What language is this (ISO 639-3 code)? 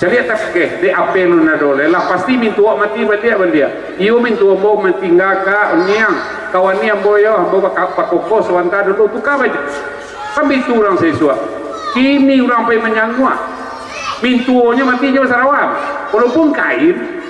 min